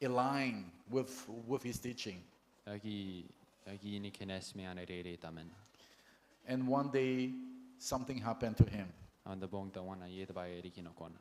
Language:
Gilbertese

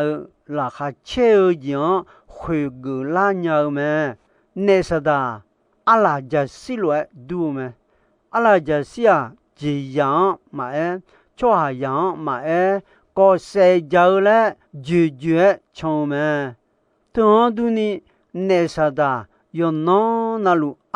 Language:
Akha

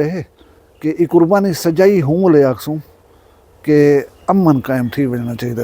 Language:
Saraiki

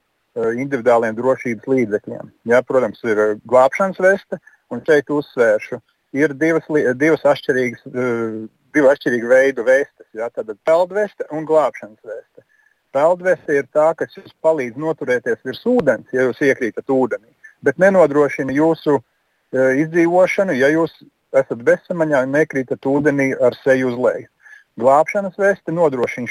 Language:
Latvian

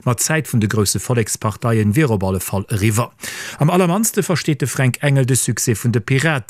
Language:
Luxembourgish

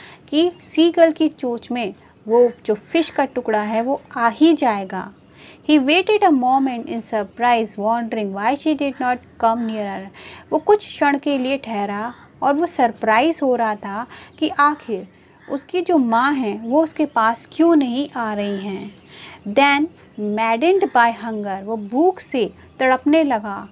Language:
Hindi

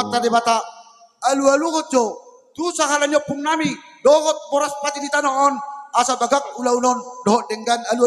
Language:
Batak Toba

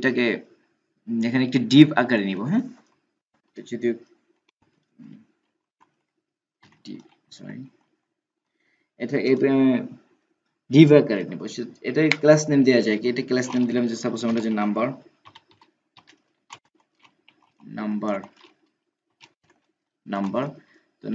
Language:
Bangla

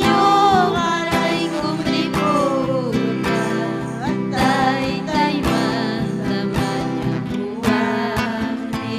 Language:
Ayacucho Quechua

